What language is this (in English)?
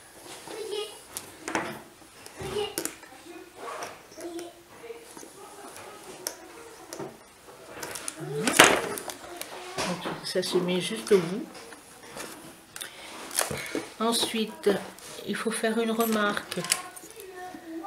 French